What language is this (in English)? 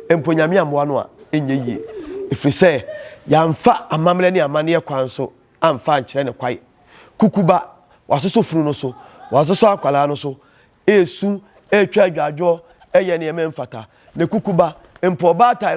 Akan